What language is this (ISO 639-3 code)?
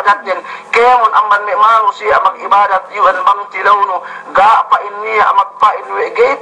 yka